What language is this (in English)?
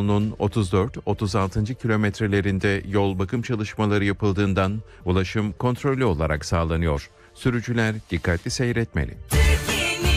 Turkish